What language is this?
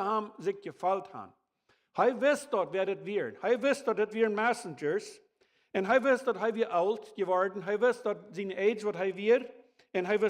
Plautdietsch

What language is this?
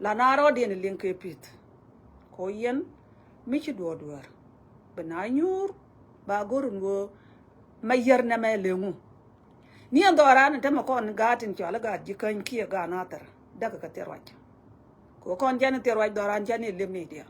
Nuer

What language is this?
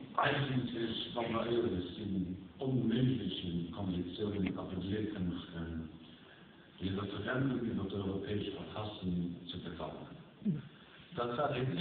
Luxembourgish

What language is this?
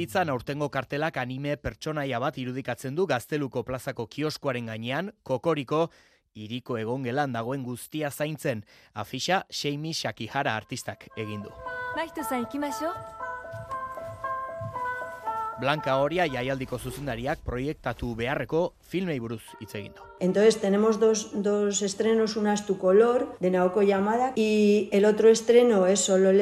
Basque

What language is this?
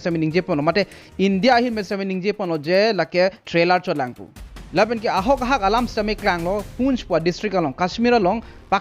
Karbi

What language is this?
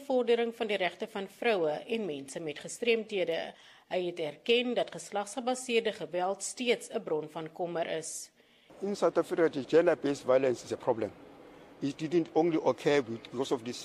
Afrikaans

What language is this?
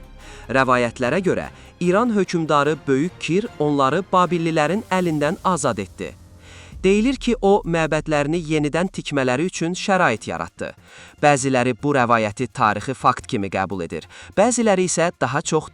Azerbaijani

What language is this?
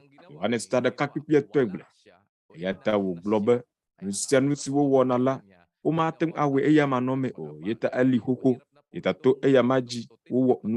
Ewe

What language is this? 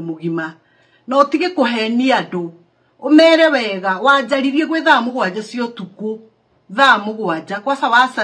Kikuyu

